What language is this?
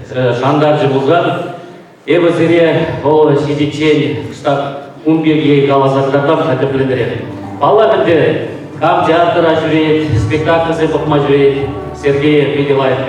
Chuvash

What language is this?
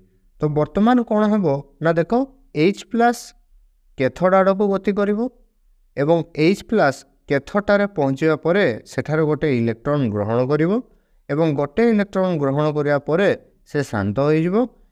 Odia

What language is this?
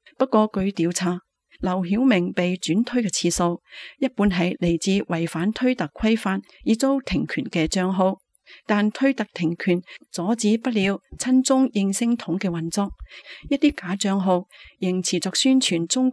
Cantonese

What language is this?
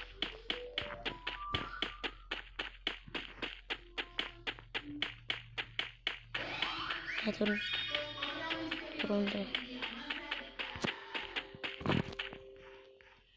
Indonesian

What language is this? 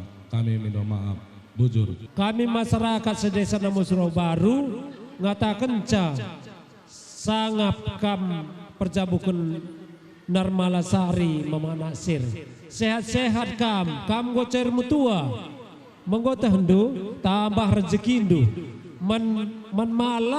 Batak Karo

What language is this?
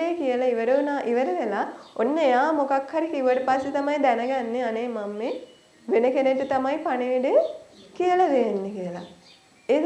Sinhala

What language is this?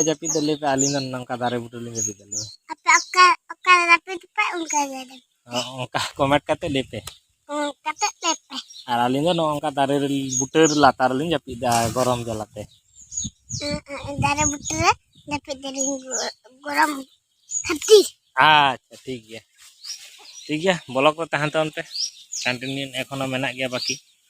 Santali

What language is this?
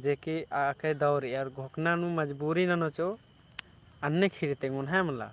Kurukh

